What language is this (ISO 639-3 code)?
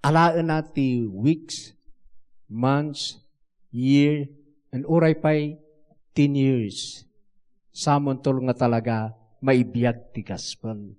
ilo